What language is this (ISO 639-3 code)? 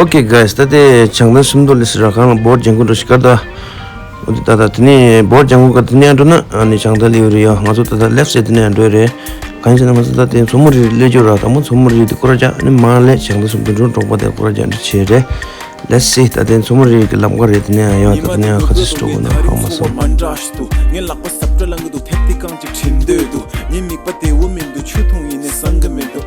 bod